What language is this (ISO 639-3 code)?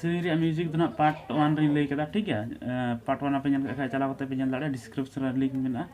sat